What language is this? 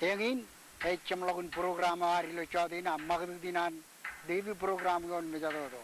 Marshallese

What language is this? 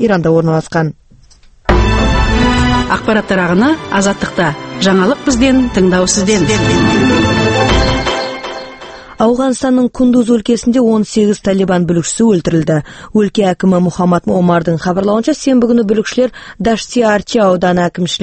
Kazakh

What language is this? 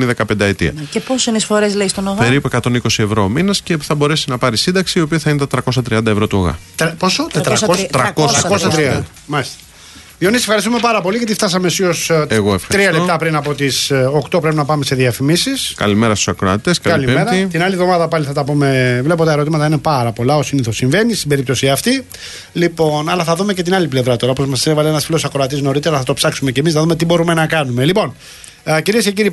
Greek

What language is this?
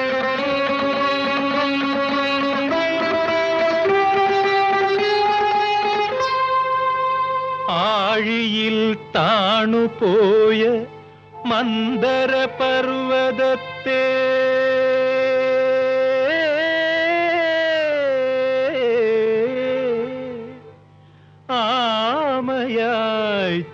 Malayalam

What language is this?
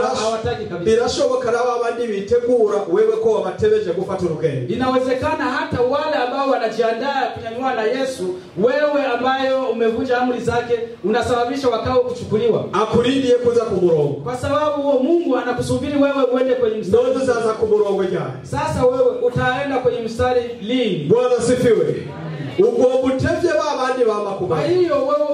Swahili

